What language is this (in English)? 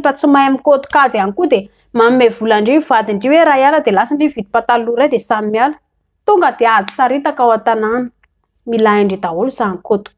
Malagasy